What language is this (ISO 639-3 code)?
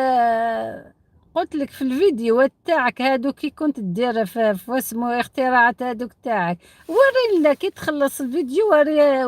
arq